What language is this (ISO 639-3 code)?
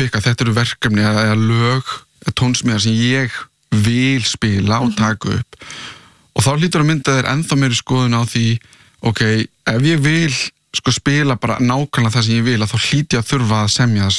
isl